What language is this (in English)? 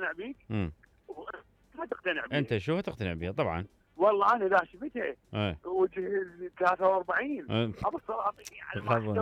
Mesopotamian Arabic